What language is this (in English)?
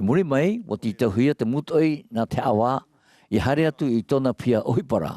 Tahitian